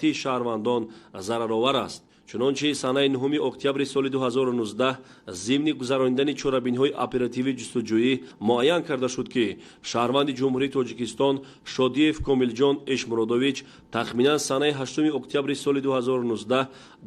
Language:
Tajik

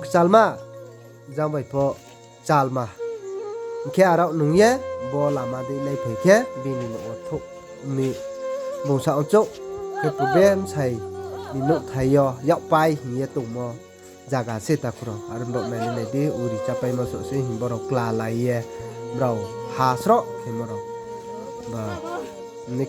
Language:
Riang (India)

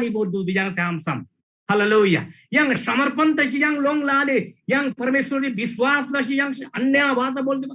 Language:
Eastern Tamang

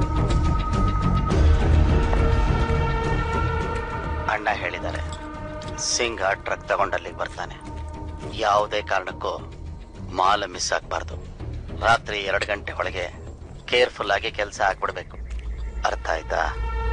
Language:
Kannada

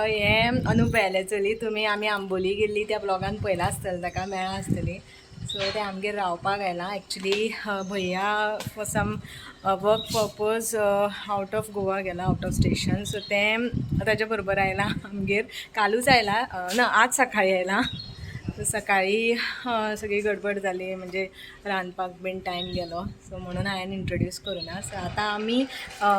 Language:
Konkani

